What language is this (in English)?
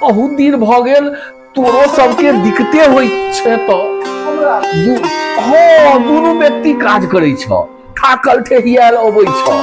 Maithili